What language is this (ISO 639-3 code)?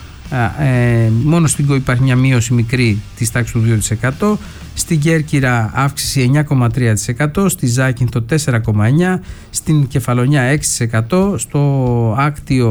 ell